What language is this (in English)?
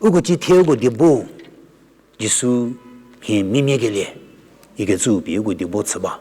Angami Naga